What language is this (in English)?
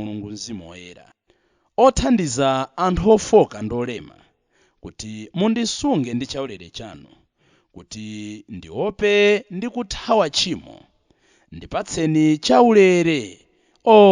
Nyanja